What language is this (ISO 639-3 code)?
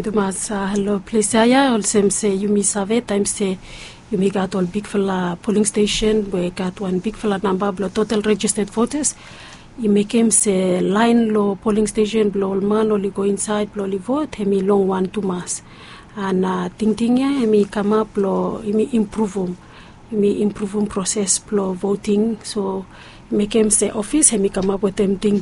bis